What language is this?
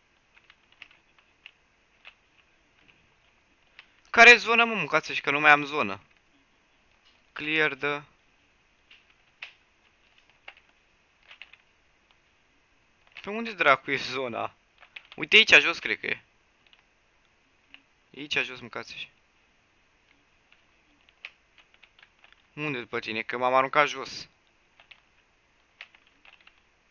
Romanian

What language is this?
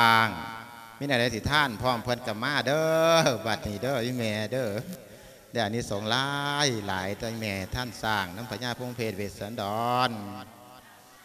Northeastern Thai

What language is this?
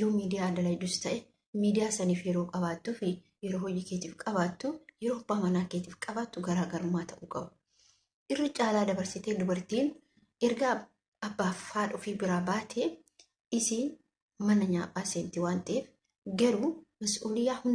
Oromo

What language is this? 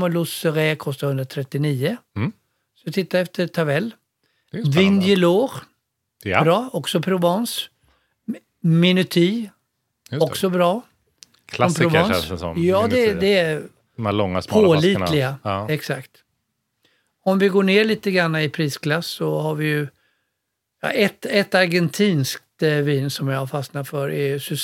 Swedish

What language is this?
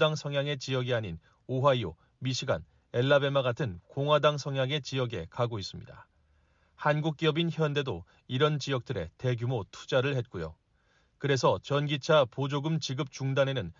Korean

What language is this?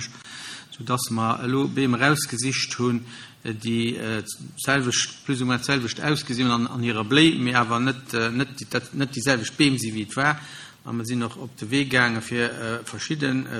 Luxembourgish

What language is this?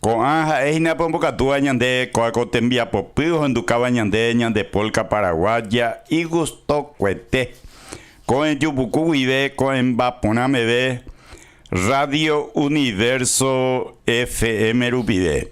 Guarani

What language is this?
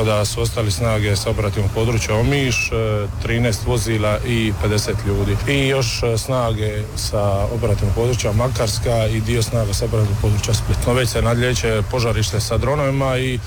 Croatian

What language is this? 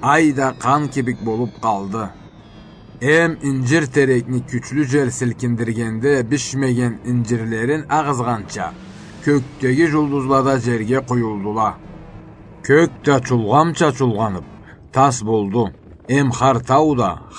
Karachay-Balkar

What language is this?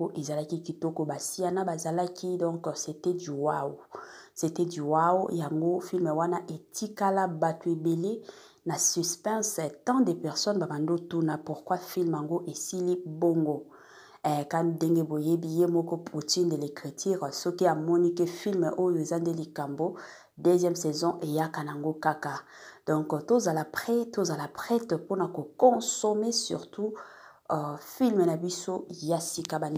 Lingala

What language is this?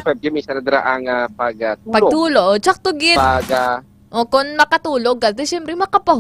Hiligaynon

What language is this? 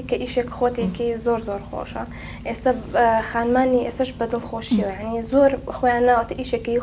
Central Kurdish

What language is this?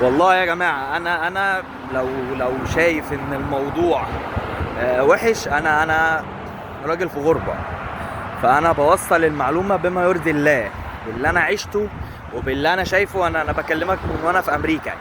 Egyptian Arabic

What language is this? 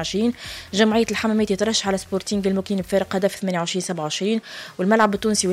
Tunisian Arabic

